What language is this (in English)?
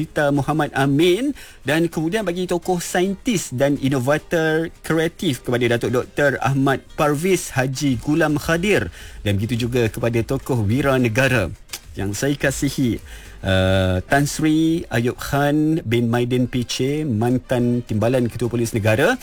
Malay